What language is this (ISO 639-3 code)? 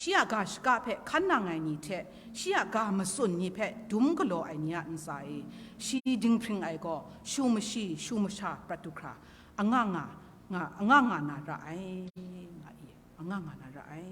kac